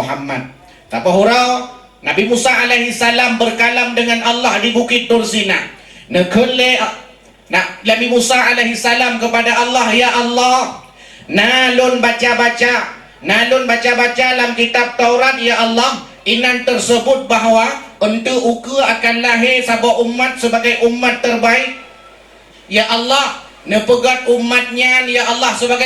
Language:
Achinese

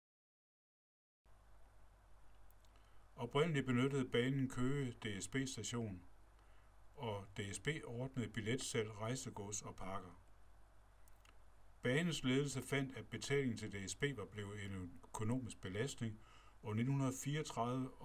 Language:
Danish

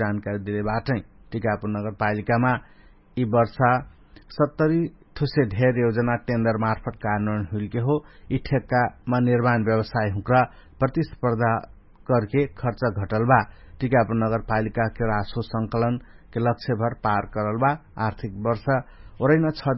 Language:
Dangaura Tharu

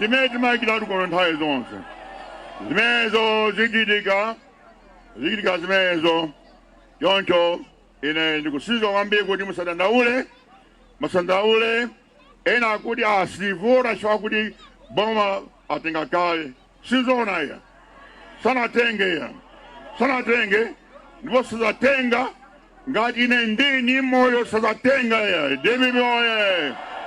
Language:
Nyanja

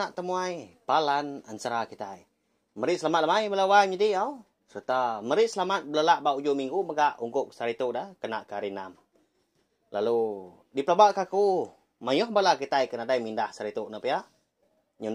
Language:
Iban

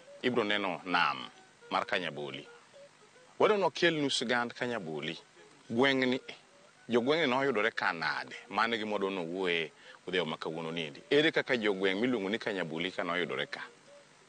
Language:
Luo (Kenya and Tanzania)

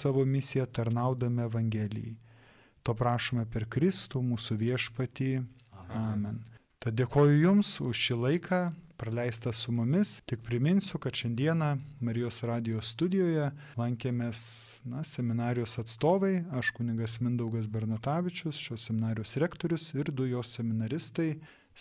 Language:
Lithuanian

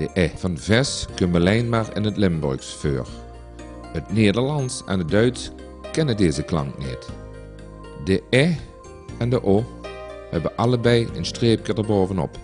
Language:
Limburgish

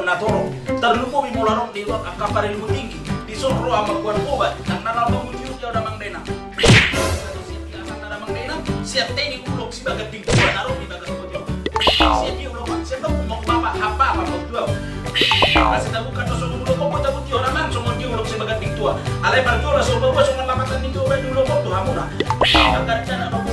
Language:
Batak Toba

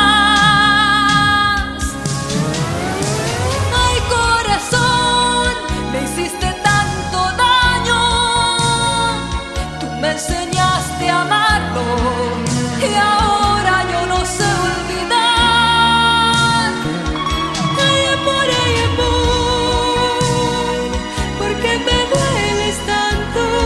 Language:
Spanish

